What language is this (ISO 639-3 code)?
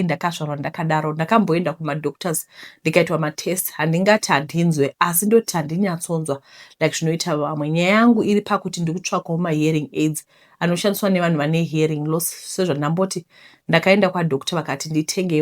sna